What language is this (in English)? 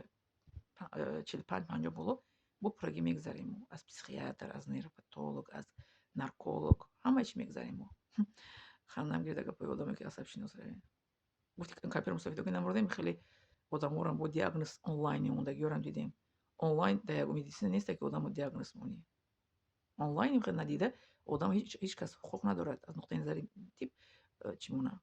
Tajik